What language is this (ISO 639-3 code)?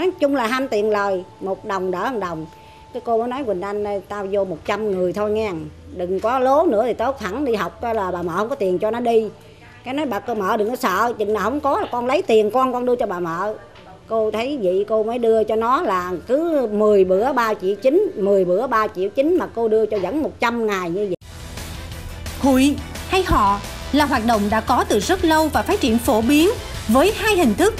vie